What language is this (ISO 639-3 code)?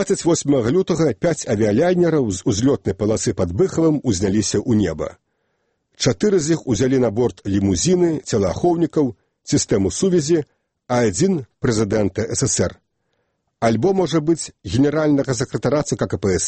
bel